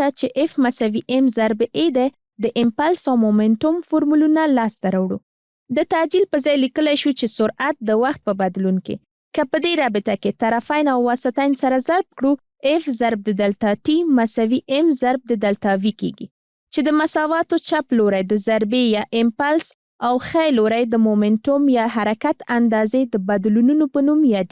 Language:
Pashto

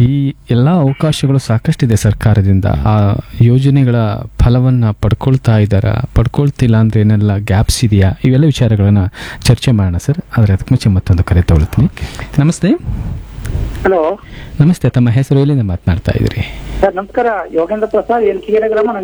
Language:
Kannada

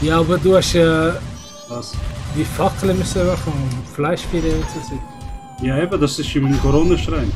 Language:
Swiss German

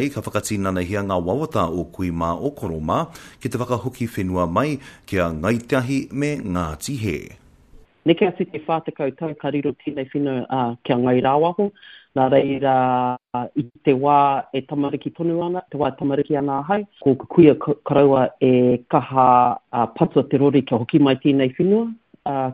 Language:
Māori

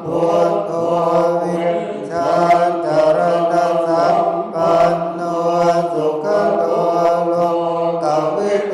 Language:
Pali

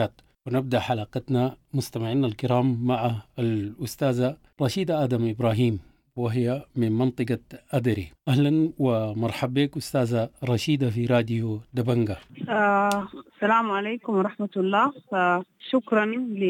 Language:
Sudanese Arabic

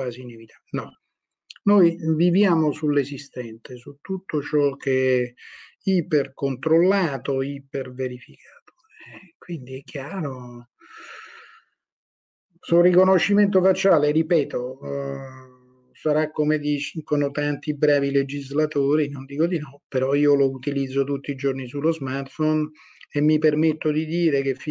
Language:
Italian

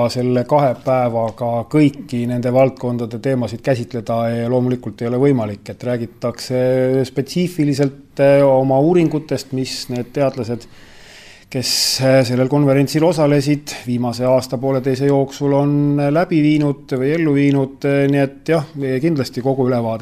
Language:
Estonian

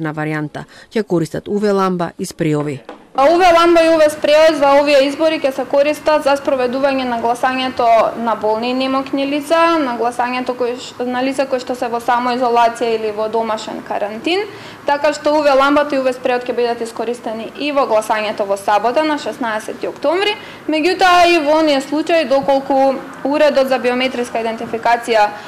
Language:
Macedonian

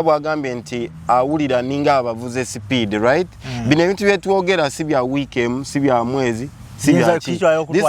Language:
Ganda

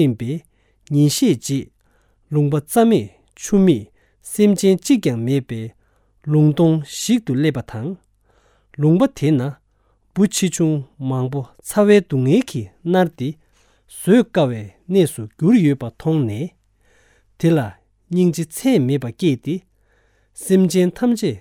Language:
Tibetan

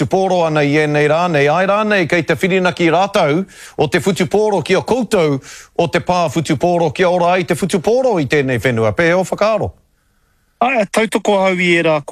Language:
Māori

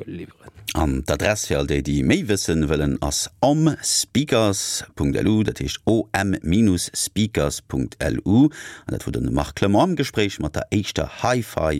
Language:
Luxembourgish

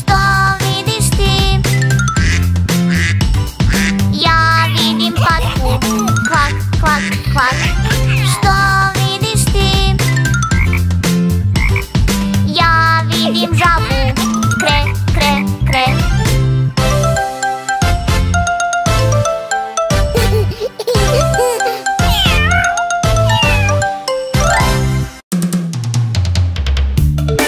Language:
Croatian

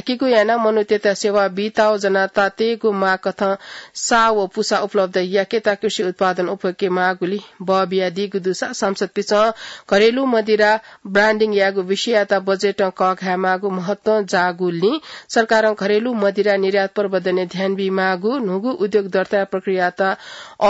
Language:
Newari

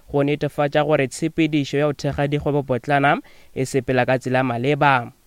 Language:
Northern Sotho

